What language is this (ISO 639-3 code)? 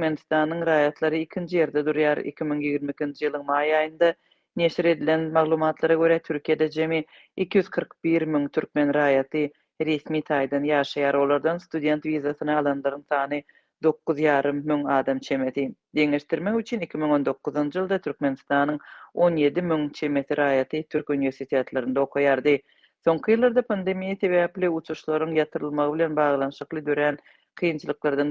tuk